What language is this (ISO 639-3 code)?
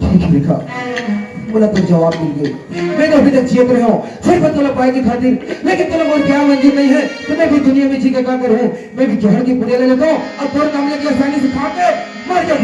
hne